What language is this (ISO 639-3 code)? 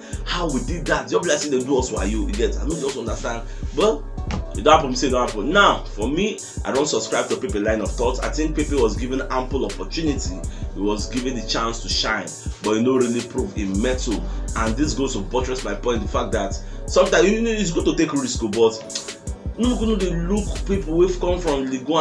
pcm